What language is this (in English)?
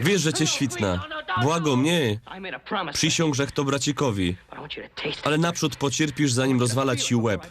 Silesian